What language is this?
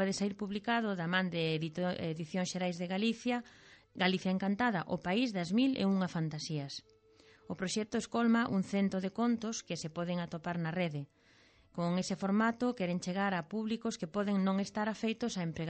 Galician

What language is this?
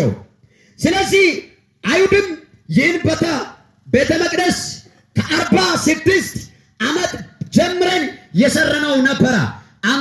Amharic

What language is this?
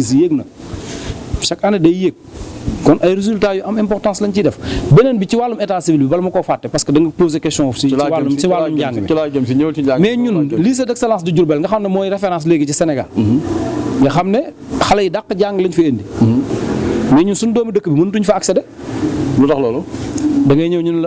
Wolof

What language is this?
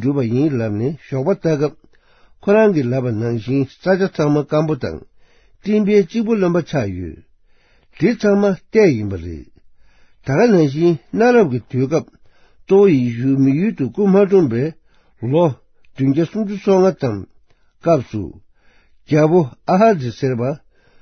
Tibetan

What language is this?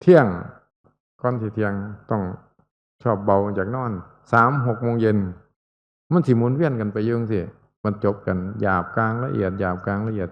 Northeastern Thai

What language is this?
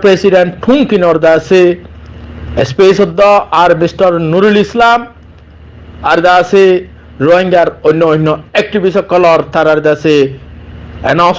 Rohingya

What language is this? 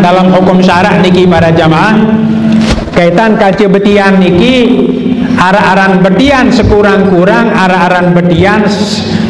Sasak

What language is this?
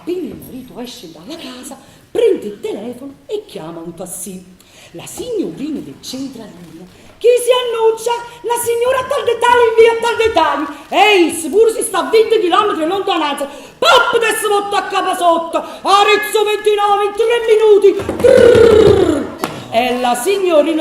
Neapolitan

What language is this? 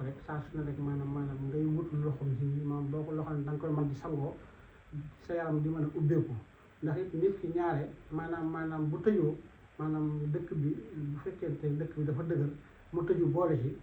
Wolof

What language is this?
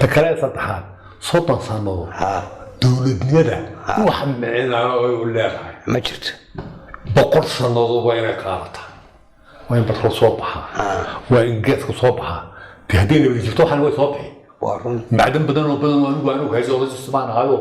Somali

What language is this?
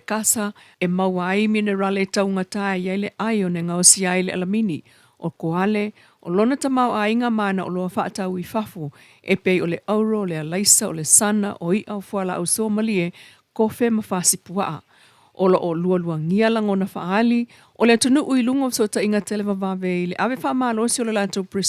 Samoan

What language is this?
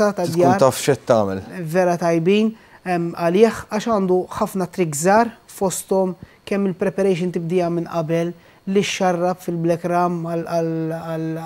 Maltese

